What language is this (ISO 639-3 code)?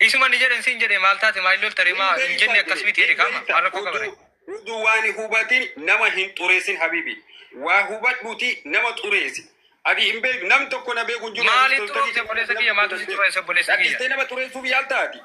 orm